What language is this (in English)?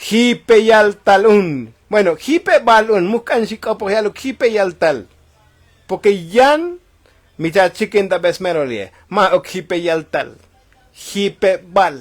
Tzotzil